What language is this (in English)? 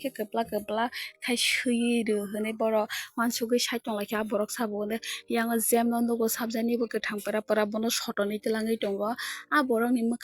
Kok Borok